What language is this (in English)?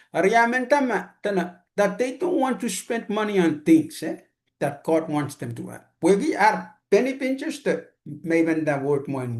Pohnpeian